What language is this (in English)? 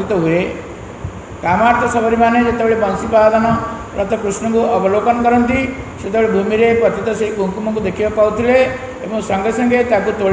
Odia